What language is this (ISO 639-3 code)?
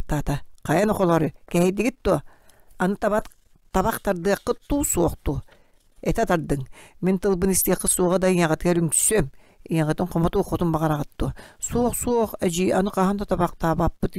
sah